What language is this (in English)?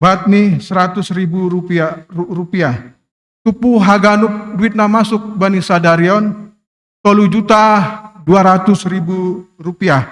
Batak Simalungun